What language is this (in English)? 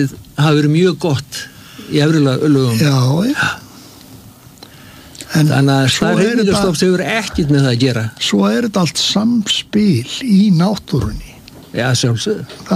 Icelandic